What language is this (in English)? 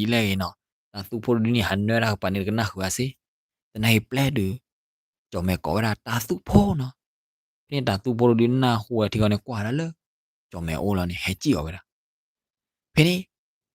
S'gaw Karen